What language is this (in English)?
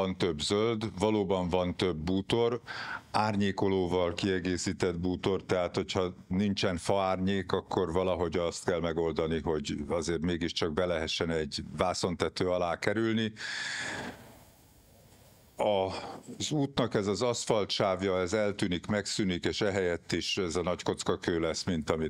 Hungarian